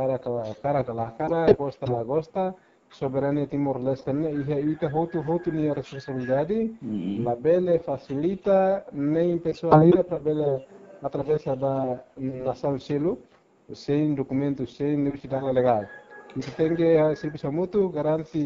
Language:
Tetum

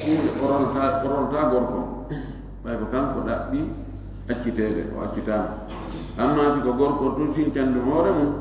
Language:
Fula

